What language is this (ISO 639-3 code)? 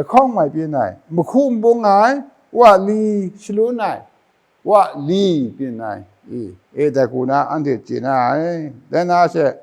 kac